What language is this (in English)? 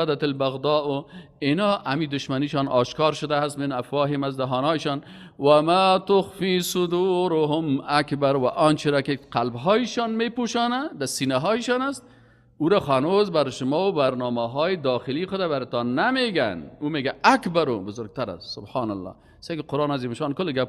Persian